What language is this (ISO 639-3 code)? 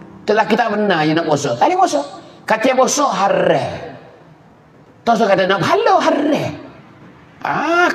mfa